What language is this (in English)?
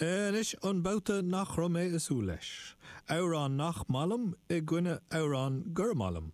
Irish